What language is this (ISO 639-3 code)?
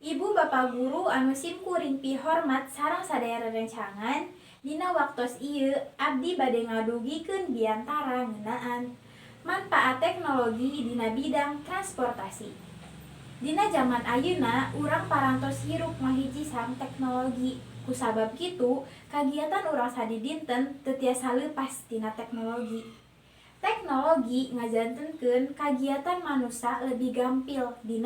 sun